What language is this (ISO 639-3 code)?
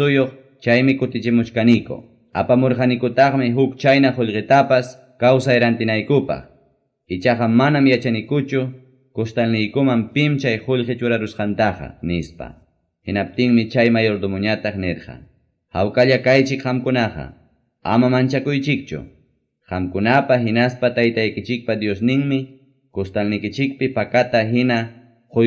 quy